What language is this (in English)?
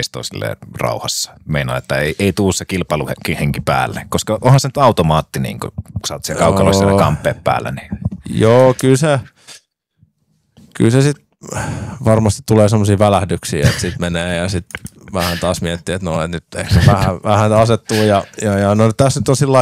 Finnish